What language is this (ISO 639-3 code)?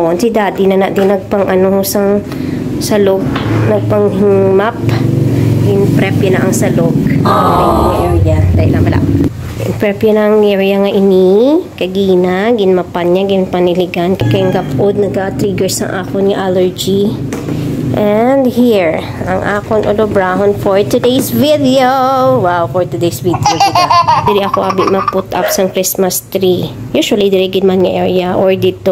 hil